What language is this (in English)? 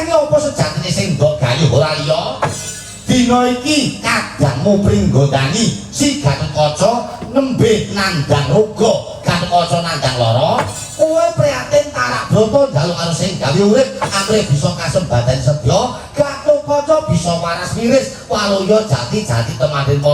Javanese